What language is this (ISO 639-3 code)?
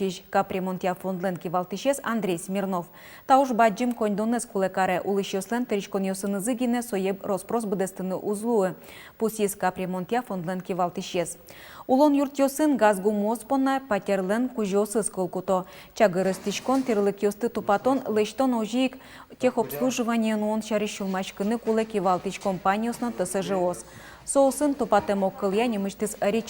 udm